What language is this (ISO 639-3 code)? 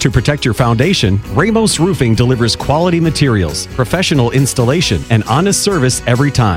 eng